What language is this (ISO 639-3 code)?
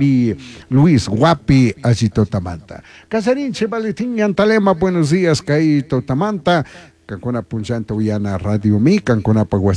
qug